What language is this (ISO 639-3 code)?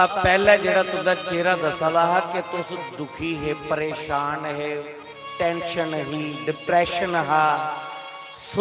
doi